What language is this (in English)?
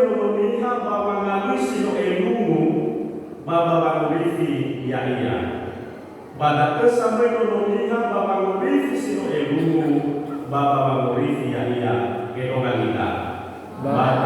Nias